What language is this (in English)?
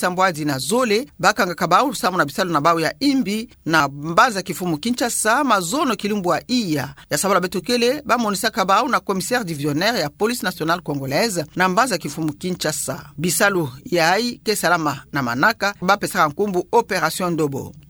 Kituba (Democratic Republic of Congo)